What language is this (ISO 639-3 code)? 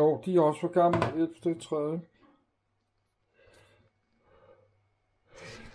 dan